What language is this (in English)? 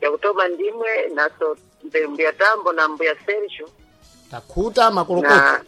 Sena